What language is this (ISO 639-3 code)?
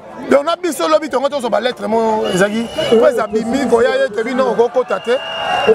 lin